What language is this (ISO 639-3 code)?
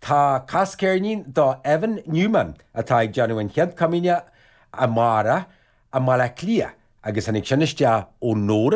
gle